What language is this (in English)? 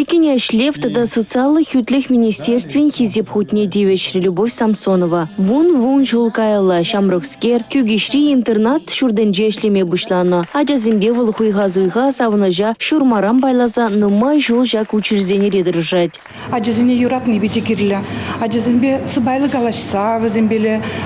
Chuvash